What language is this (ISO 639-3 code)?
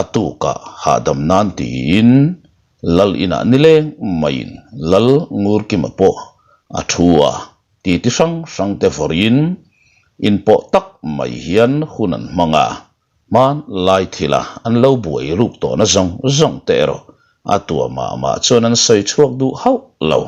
lus